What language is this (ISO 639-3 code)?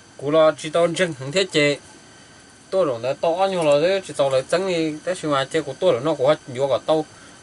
hmn